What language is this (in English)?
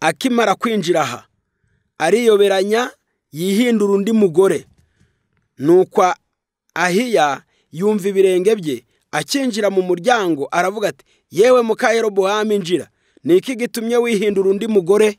Kinyarwanda